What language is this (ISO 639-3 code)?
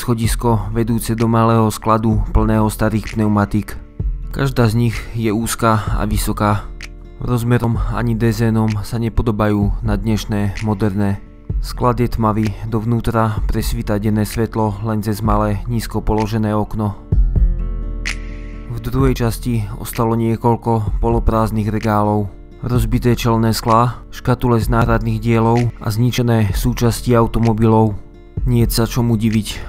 slk